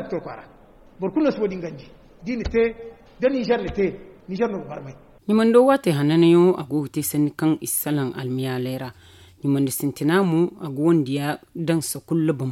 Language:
Zarma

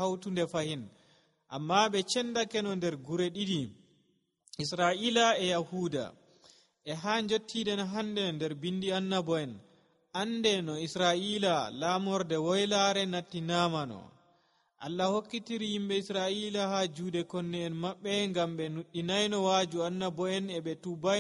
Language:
Nigerian Fulfulde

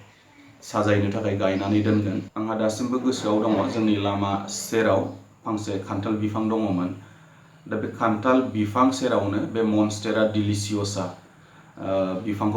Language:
Bodo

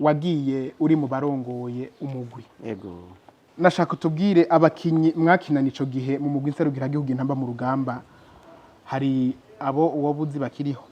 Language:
Rundi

